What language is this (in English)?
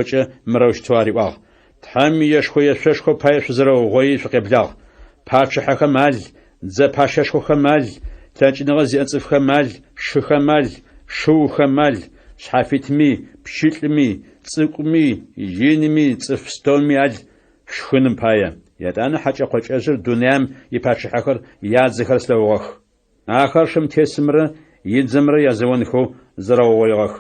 Adyghe